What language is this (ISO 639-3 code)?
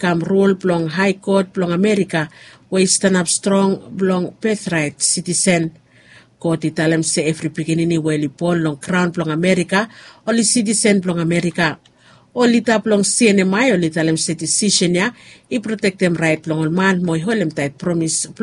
bis